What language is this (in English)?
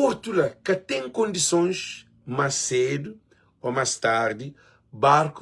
Kabuverdianu